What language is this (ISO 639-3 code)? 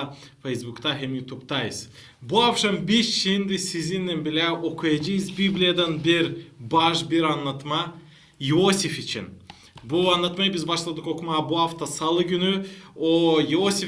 gag